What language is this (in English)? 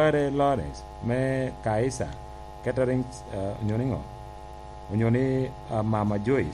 Lango (Uganda)